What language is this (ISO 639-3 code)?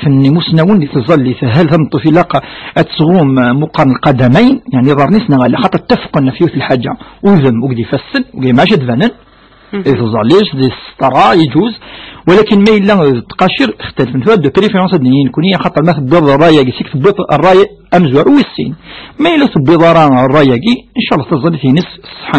kab